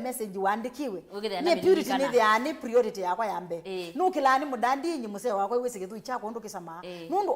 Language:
Kamba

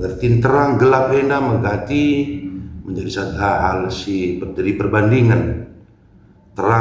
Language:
Batak Karo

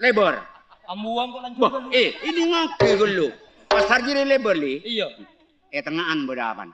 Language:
Madurese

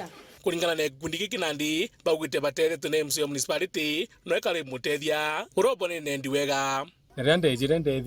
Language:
Meru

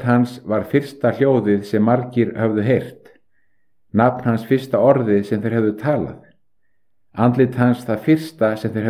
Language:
Icelandic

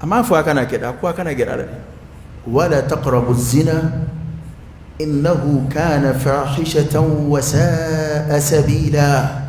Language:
Dyula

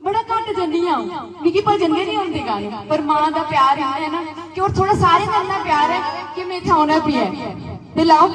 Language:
Dogri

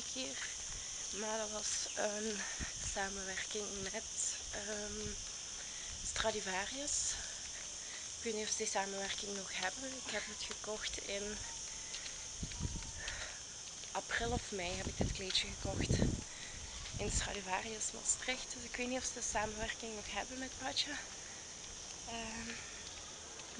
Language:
Dutch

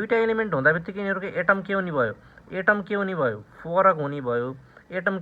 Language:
Nepali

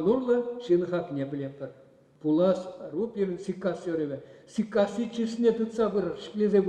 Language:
Chuvash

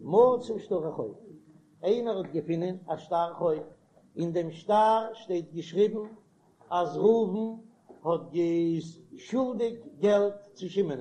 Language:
Yiddish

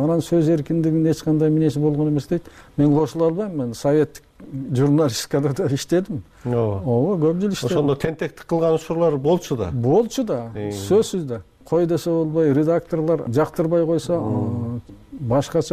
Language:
Kyrgyz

